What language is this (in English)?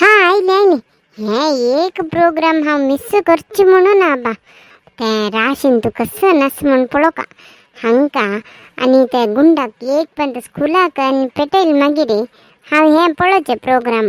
Konkani